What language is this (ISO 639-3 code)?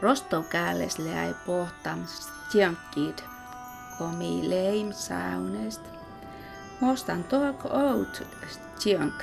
sms